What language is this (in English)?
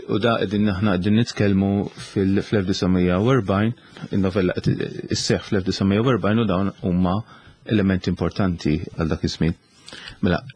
Maltese